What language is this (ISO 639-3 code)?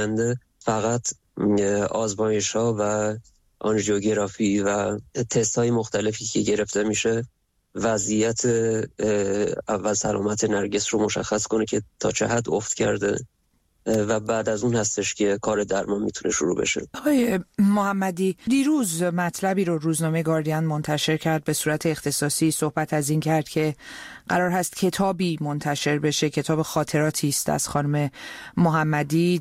fas